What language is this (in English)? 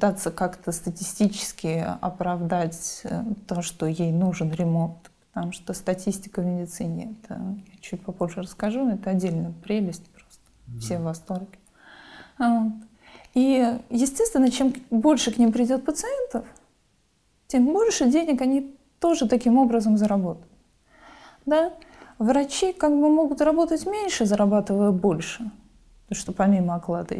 Russian